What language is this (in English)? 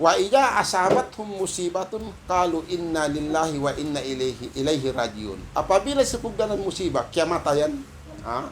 Tausug